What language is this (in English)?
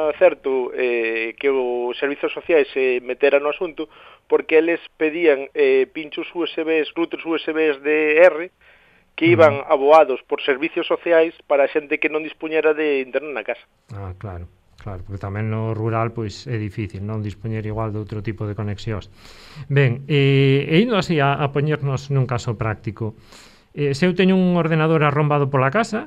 Galician